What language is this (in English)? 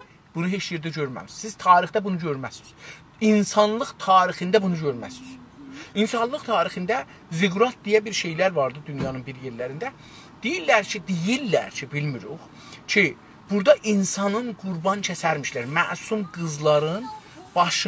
South Azerbaijani